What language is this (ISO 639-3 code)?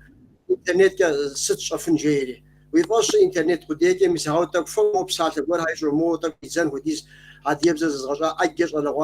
kbd